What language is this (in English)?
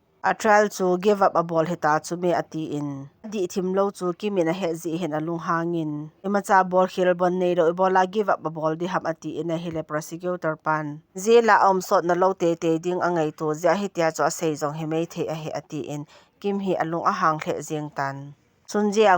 Thado Chin